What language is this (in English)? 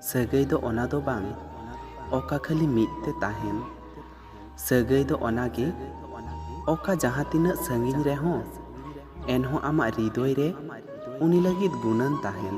Santali